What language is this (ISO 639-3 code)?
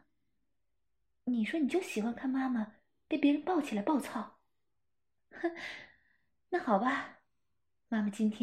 zho